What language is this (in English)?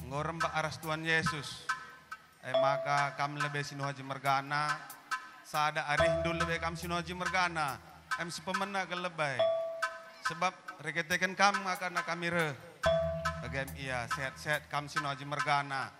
Batak Karo